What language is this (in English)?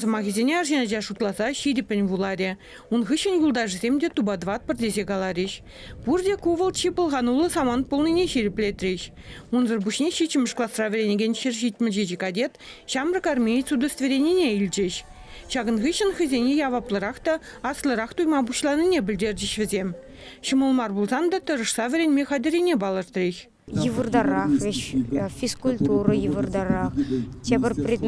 Chuvash